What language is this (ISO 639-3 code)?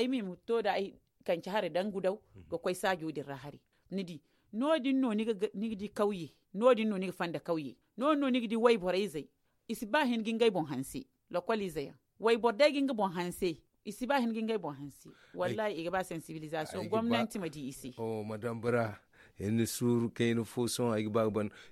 dje